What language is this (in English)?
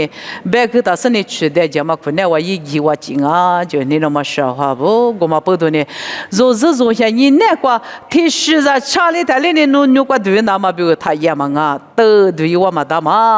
Lisu